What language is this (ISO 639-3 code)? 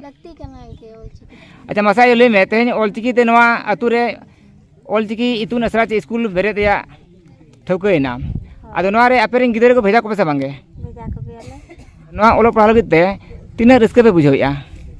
sat